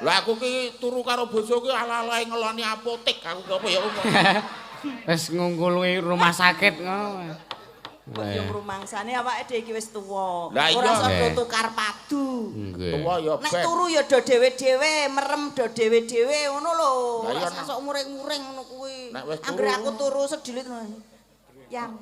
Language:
Javanese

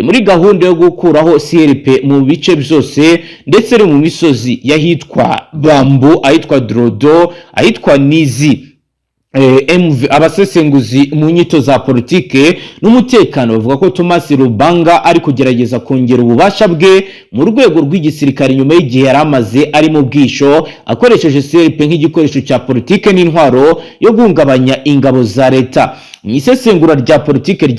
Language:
Kinyarwanda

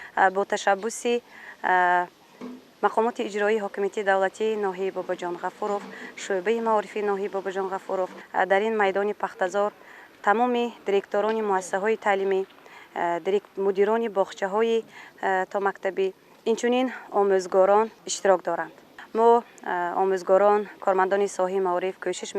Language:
Tajik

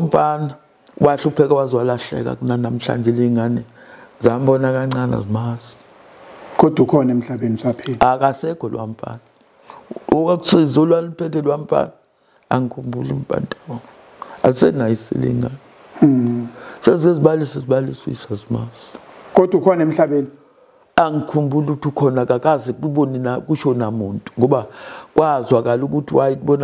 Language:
Zulu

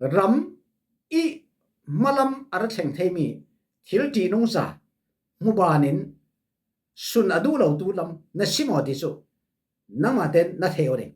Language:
Falam Chin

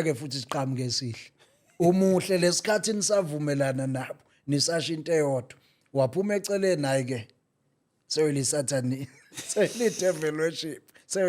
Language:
Zulu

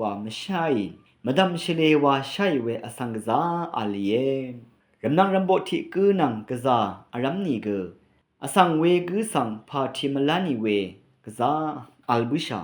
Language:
Rawang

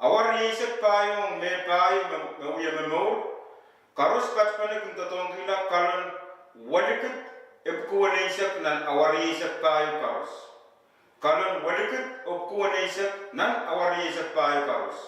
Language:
Pohnpeian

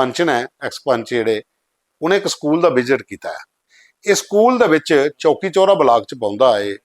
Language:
Dogri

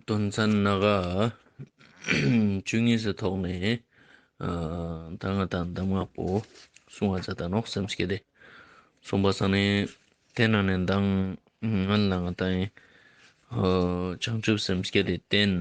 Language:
Ladakhi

